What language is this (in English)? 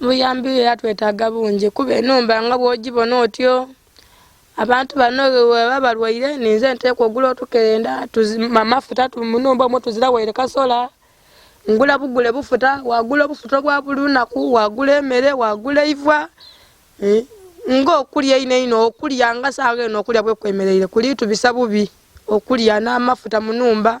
Ganda